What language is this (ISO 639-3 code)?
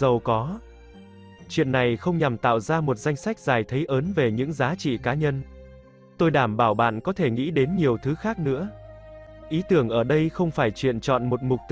vie